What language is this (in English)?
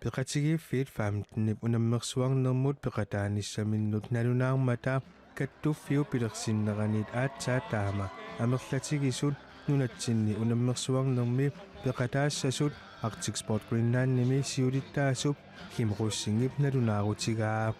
Kalaallisut